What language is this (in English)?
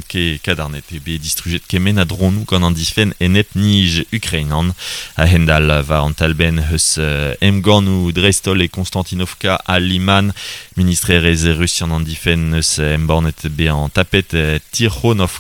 Breton